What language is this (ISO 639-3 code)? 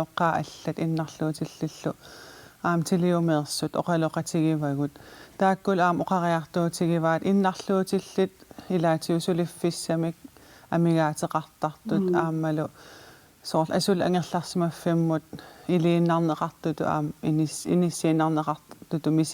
kal